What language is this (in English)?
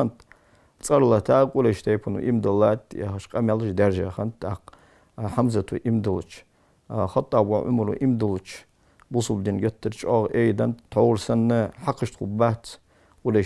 Ingush